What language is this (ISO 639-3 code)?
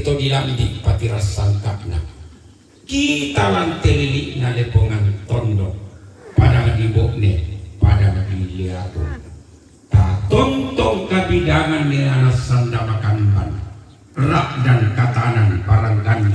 sda